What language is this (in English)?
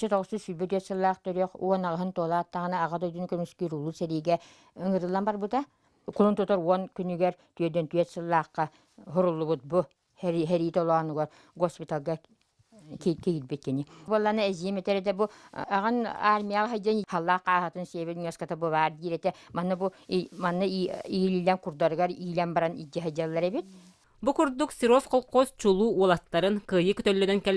Yakut